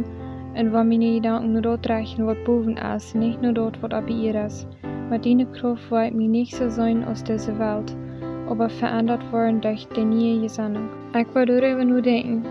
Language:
Plautdietsch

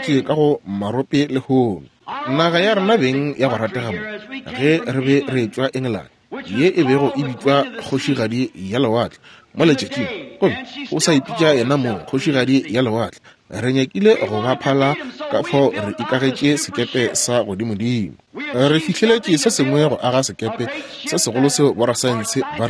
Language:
Northern Sotho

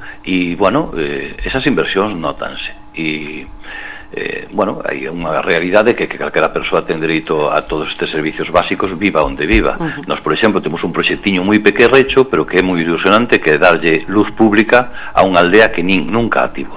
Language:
Galician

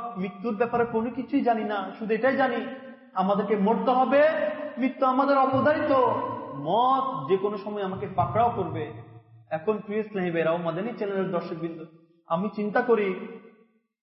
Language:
Bangla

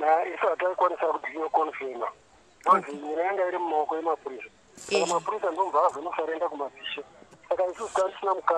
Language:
Shona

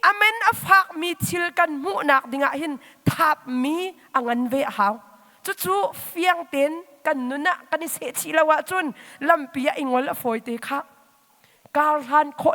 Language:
Hakha Chin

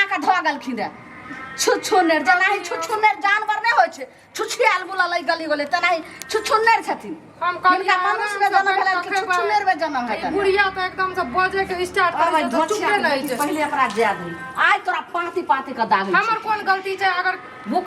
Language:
Maithili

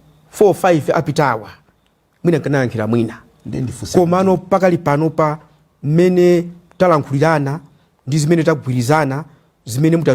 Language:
Nyanja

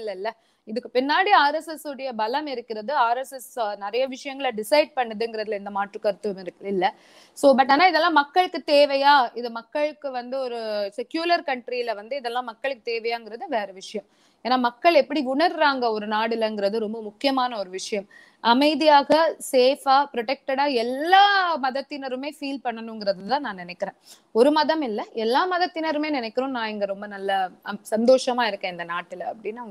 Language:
Tamil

